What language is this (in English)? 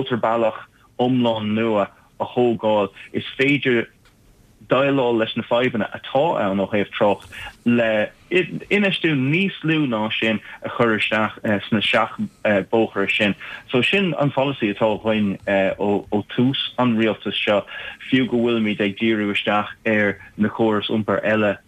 Irish